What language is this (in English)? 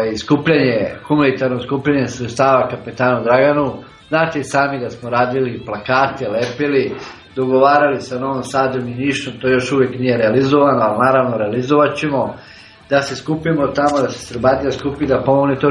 Serbian